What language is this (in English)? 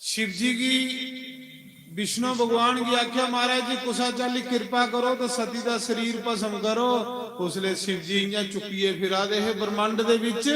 Dogri